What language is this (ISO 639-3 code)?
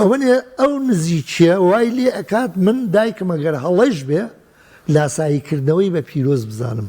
ckb